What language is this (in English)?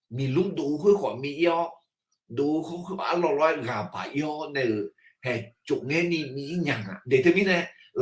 Akha